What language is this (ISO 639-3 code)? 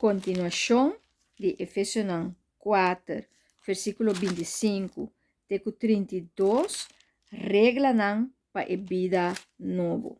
pap